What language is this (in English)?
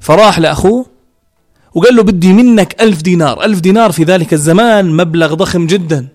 North Levantine Arabic